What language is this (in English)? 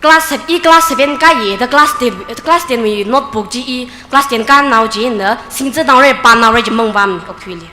Tangkhul Naga (India)